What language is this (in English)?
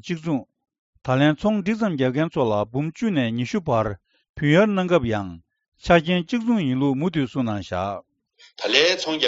Tibetan